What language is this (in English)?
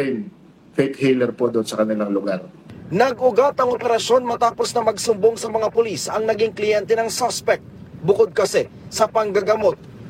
Filipino